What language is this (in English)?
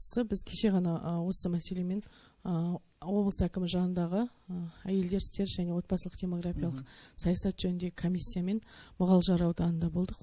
Kazakh